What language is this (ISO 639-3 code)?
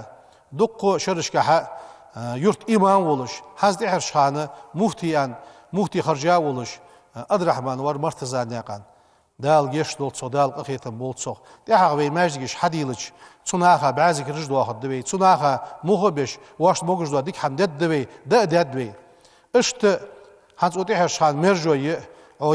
inh